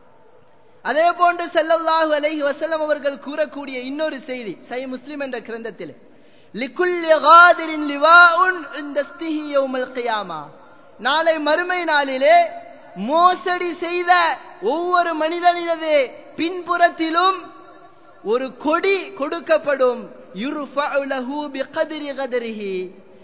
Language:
Tamil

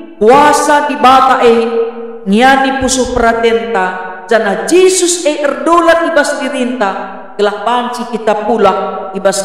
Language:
Batak Karo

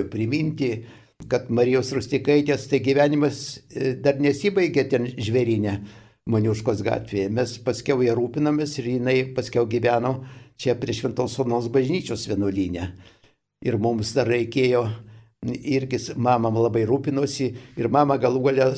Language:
Lithuanian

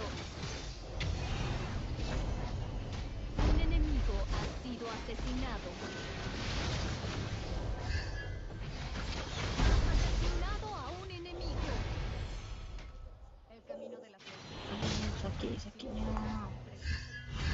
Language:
Malay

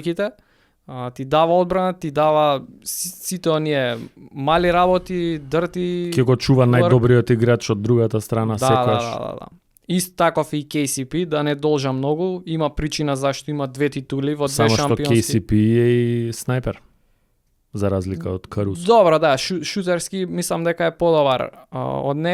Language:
Macedonian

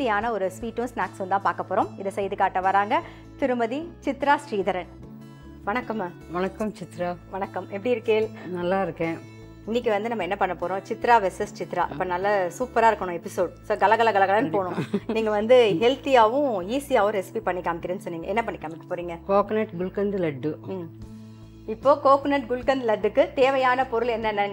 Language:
Tamil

